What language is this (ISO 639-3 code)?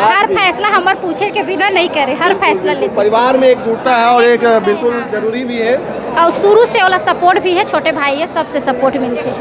hne